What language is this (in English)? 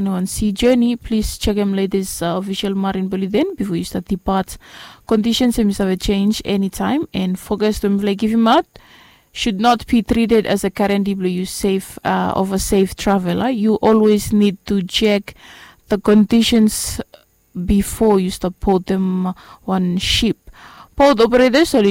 Bislama